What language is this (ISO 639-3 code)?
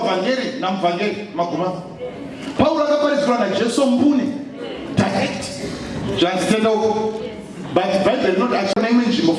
sna